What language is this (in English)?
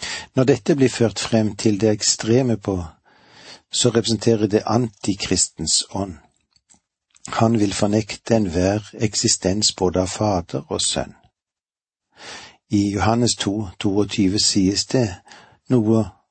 Norwegian